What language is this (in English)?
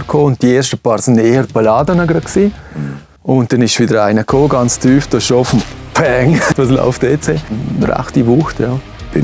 Swiss German